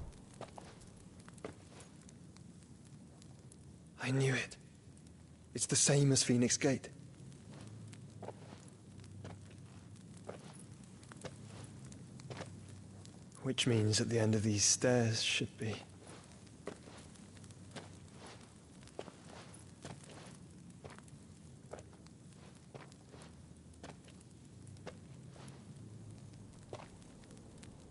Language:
English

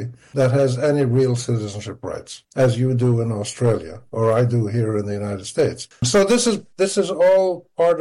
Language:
English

